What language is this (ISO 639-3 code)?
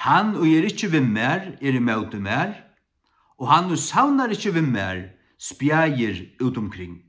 fao